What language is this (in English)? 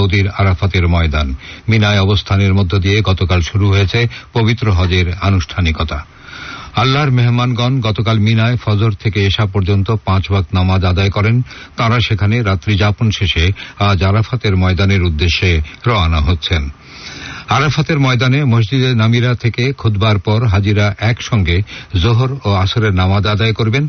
Bangla